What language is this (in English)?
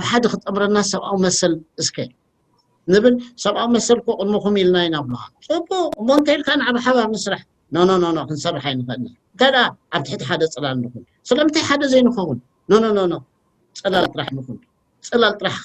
Tigrinya